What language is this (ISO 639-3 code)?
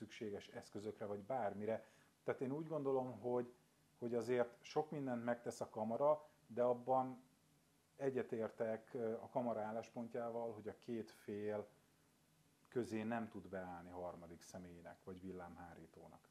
hun